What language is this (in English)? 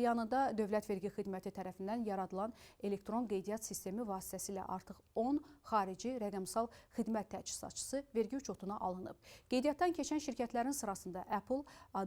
Azerbaijani